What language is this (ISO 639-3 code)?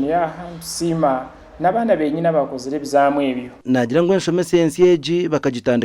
nyn